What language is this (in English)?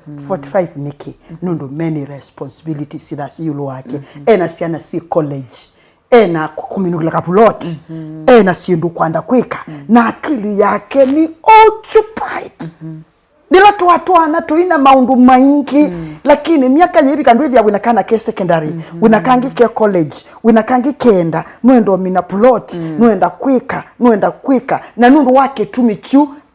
Kamba